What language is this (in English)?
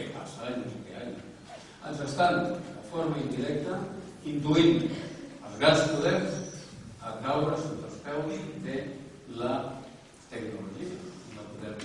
Catalan